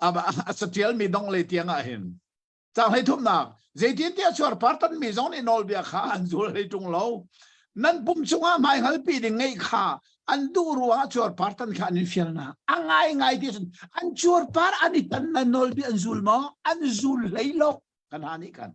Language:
Hakha Chin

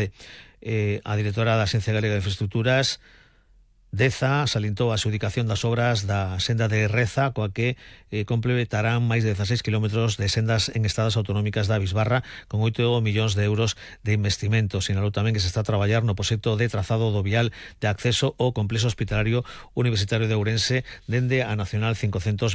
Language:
Galician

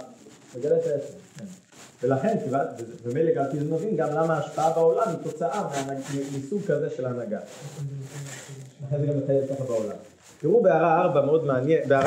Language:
Hebrew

